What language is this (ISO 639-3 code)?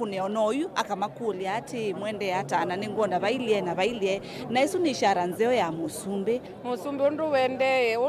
kam